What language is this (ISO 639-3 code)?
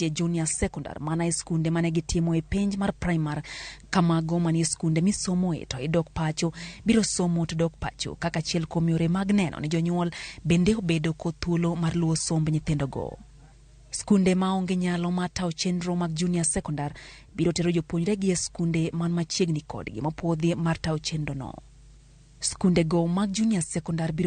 luo